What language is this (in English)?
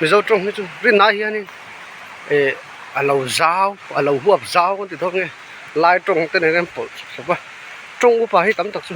Mizo